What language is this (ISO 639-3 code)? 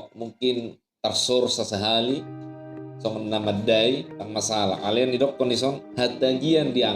bbc